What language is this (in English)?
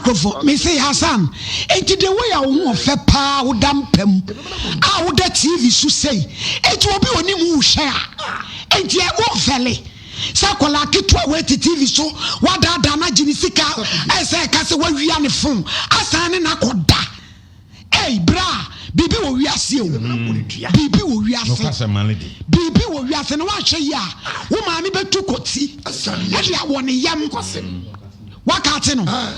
Akan